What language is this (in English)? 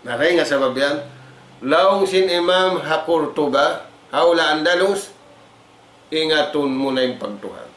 Tausug